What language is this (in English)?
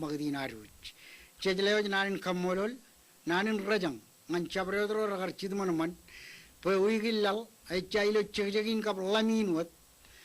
Marshallese